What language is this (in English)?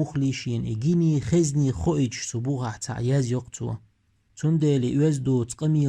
Chechen